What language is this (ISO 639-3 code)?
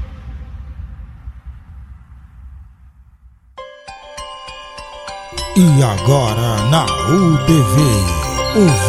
por